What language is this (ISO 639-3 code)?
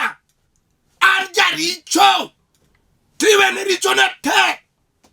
luo